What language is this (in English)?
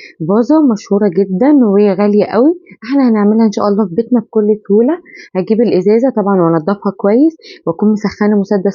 Egyptian Arabic